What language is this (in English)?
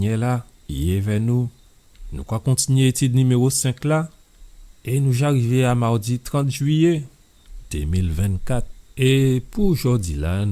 Guadeloupean Creole French